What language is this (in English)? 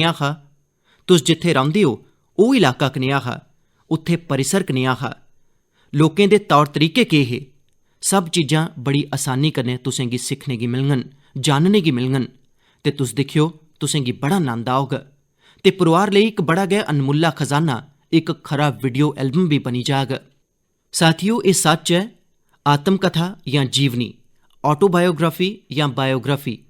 Dogri